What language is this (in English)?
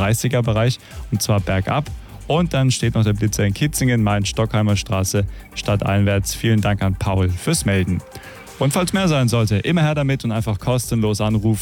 German